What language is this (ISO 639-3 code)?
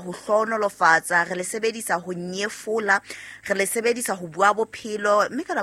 sot